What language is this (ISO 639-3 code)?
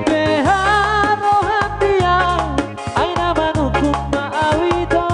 bbc